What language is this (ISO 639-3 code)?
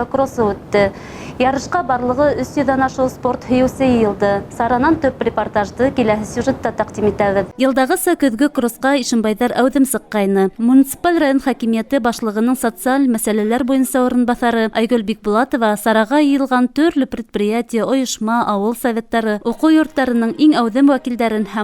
bak